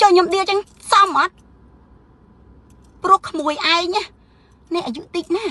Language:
Khmer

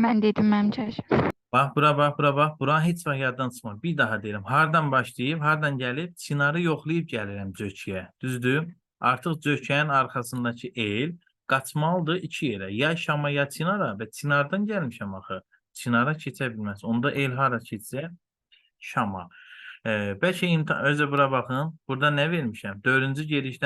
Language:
Azerbaijani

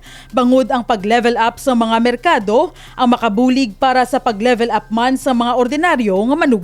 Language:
Hiligaynon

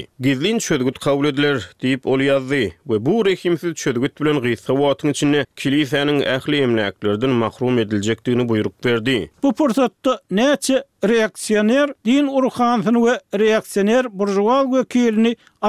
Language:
Turkmen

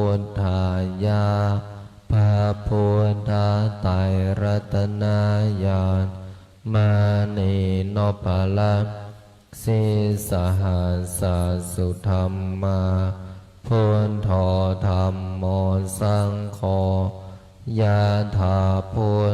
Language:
Pali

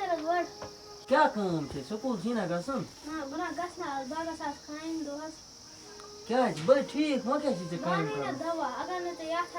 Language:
Kashmiri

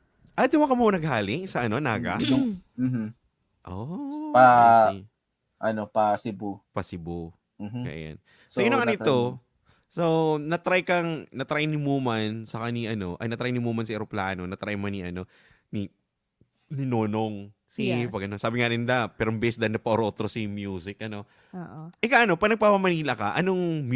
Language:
Bikol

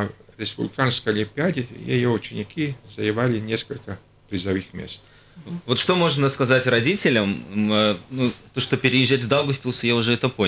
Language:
Russian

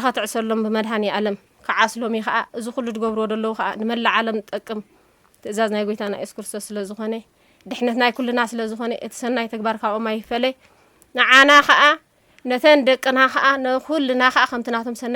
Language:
Tigrinya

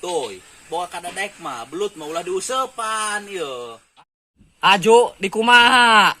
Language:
Sundanese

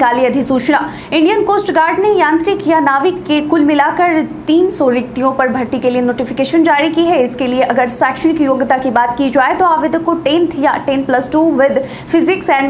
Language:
Hindi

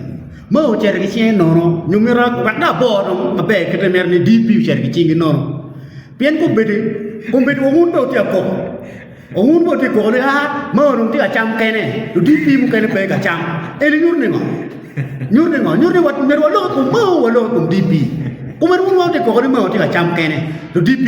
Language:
Acoli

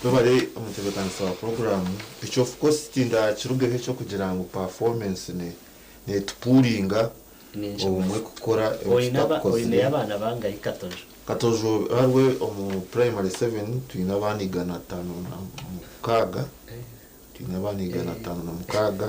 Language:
Nyankole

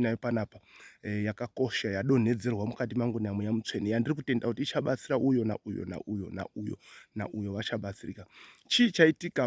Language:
Shona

